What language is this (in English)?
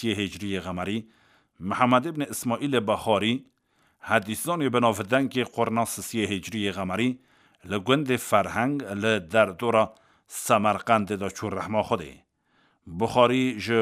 Kurdish